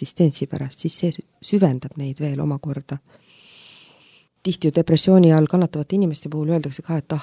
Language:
Estonian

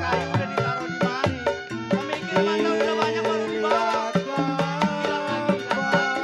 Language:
Betawi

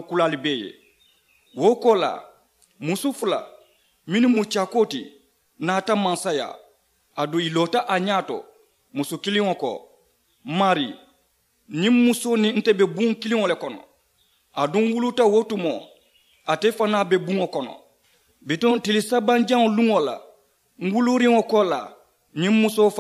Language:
Mandingo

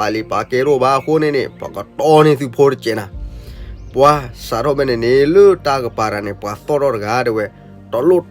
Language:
S'gaw Karen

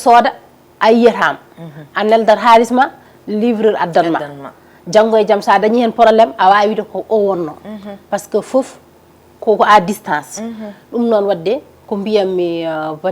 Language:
Fula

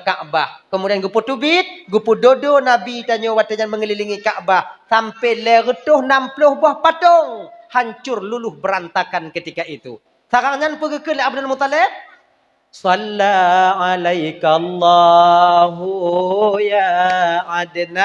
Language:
Achinese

